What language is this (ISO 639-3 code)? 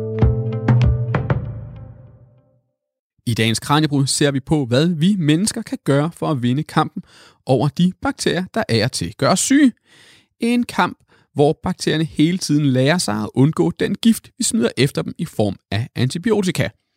dan